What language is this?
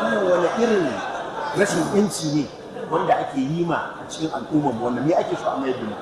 Hausa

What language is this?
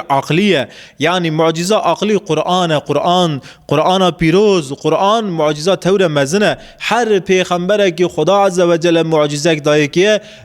Kurdish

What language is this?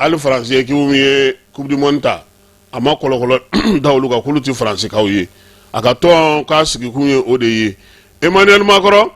Bambara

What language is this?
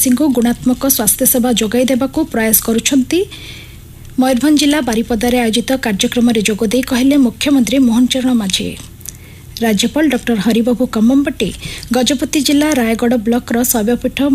Odia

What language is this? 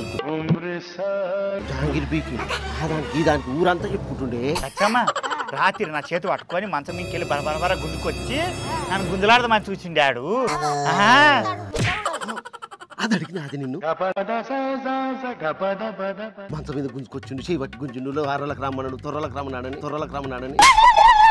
Telugu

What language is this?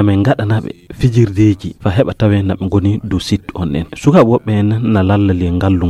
Fula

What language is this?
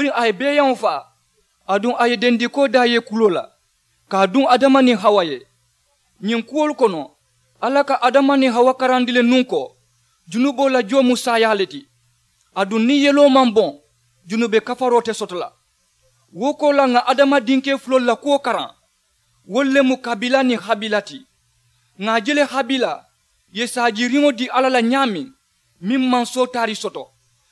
Mandingo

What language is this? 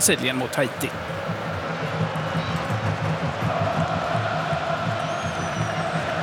Swedish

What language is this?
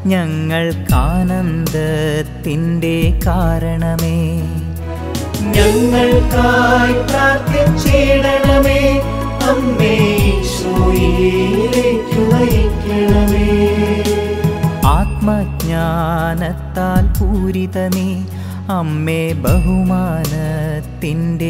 Malayalam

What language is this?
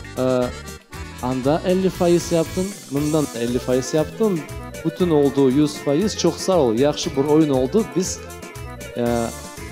Crimean Tatar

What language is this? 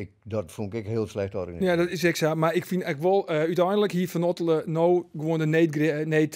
Western Frisian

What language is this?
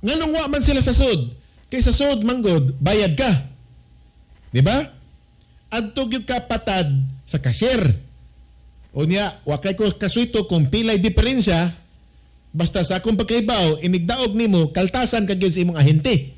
Cebuano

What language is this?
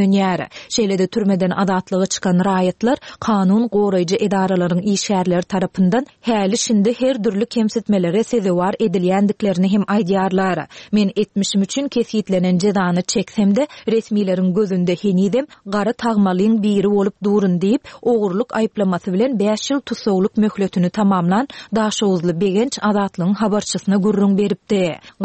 Turkmen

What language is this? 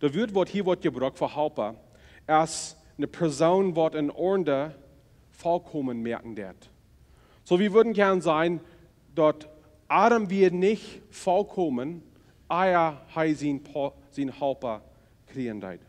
Plautdietsch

